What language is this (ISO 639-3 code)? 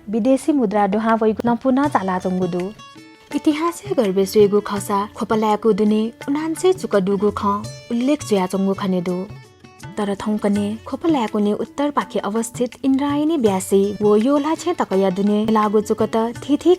new